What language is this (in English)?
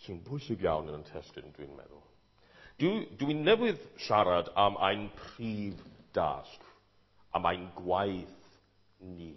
Welsh